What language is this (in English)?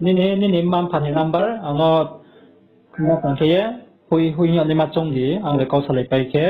Riang (India)